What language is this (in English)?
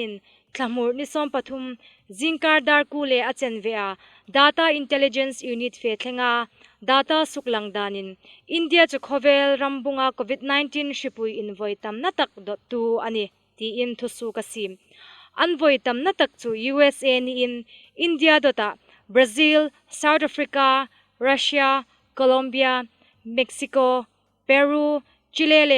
Hmar